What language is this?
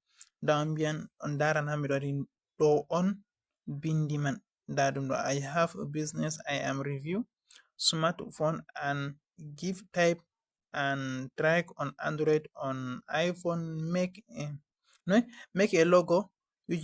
Fula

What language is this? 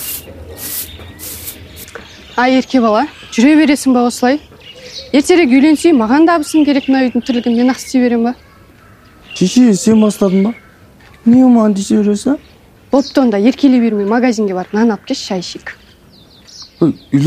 Kazakh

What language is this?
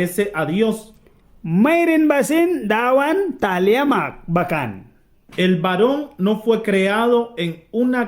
Mískito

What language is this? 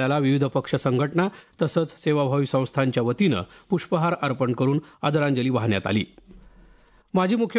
Marathi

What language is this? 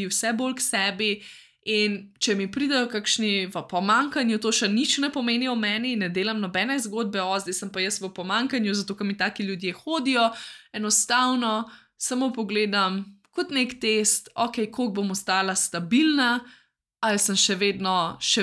Slovenian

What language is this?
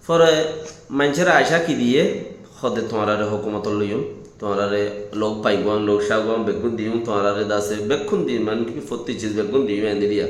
Rohingya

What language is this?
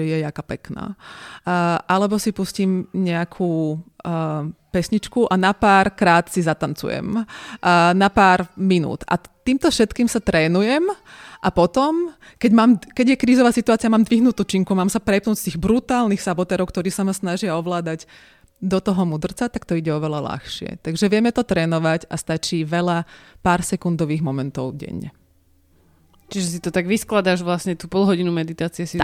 Slovak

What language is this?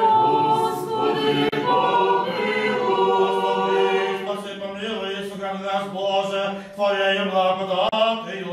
Rusyn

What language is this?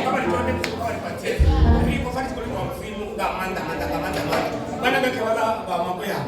Venda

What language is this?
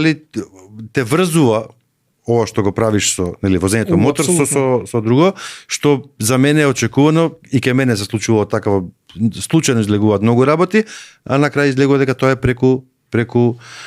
Macedonian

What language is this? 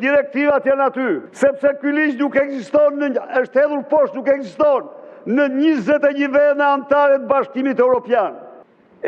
Albanian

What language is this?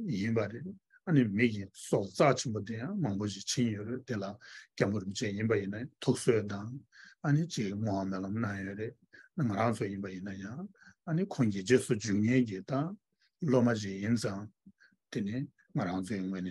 Tibetan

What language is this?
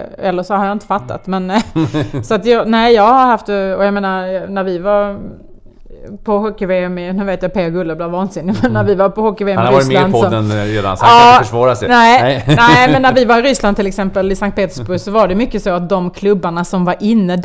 Swedish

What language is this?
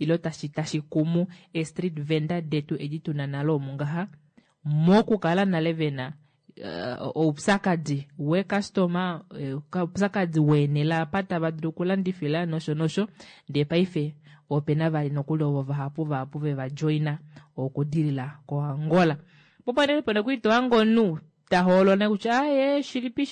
Kuanyama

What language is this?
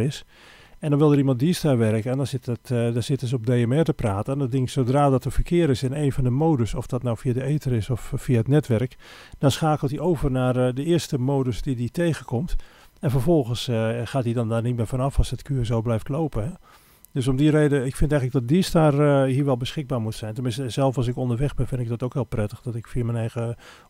Dutch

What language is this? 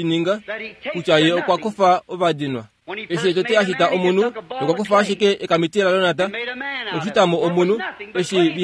Kuanyama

